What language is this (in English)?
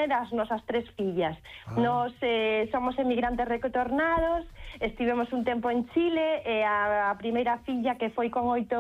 Galician